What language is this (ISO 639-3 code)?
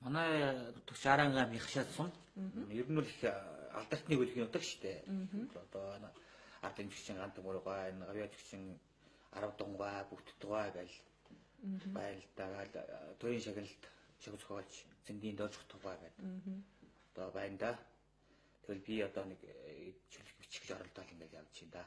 mon